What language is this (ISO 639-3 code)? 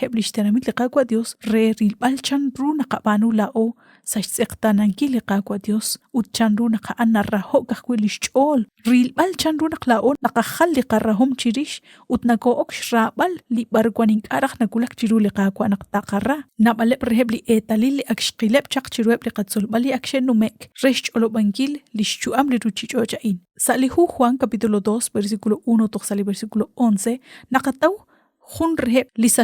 kek